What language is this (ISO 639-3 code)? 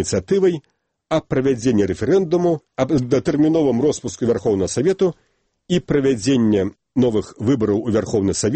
bel